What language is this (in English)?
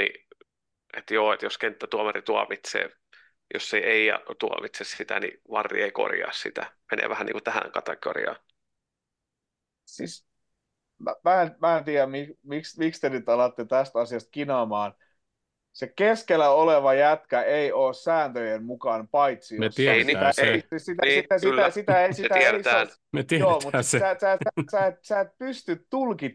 Finnish